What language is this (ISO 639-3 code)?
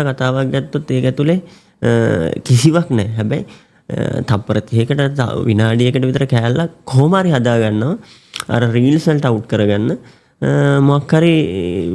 sin